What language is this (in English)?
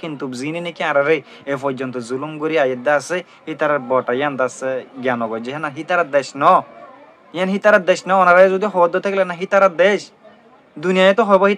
Rohingya